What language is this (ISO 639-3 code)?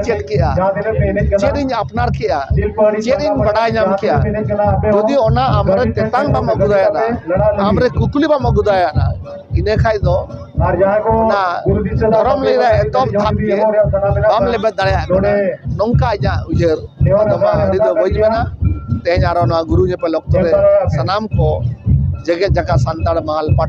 sat